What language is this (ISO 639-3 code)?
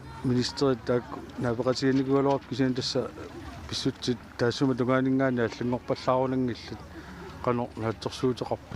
kal